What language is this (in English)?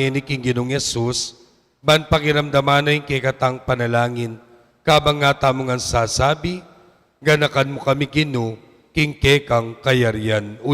Pampanga